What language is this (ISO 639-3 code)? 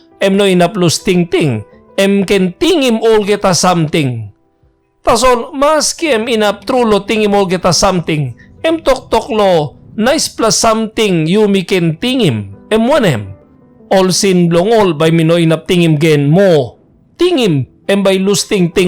tpi